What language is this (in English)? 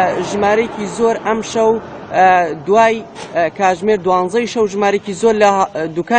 Central Kurdish